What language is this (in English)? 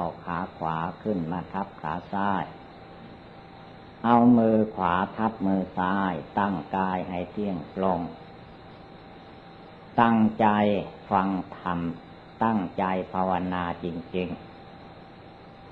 Thai